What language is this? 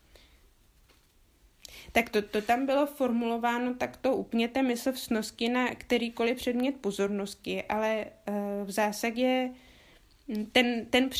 Czech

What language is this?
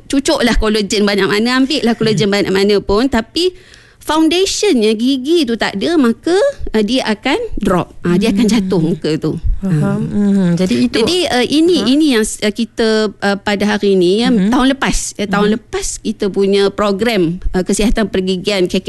Malay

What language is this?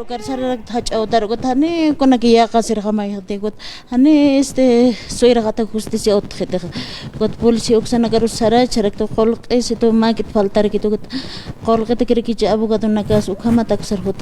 Aymara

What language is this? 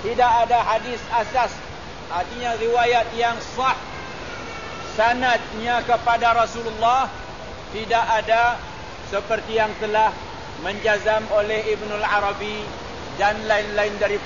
Malay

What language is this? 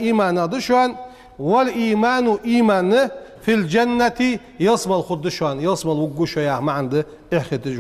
Ingush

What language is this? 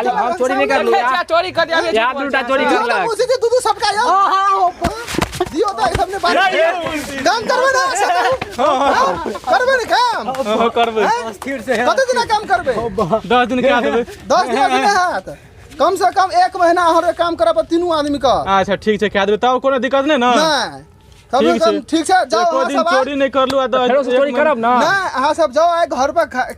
Maithili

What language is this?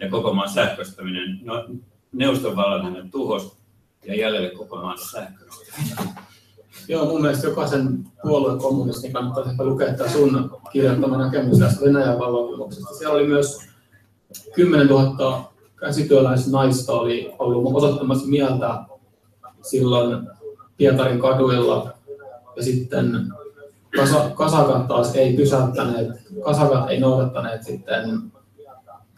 Finnish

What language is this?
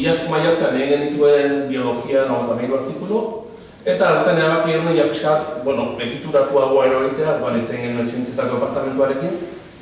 Basque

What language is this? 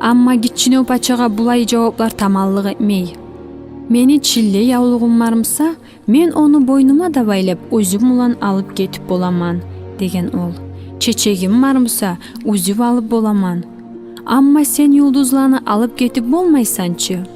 Kumyk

